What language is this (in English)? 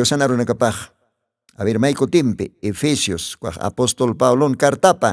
Aymara